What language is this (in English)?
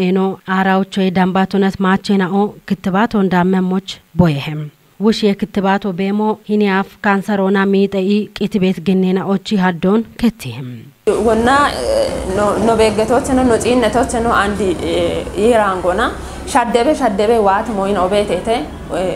Kafa